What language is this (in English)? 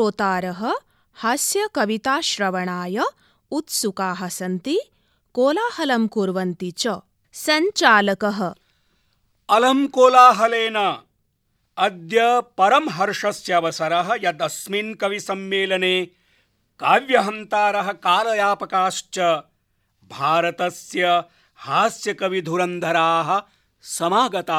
Sanskrit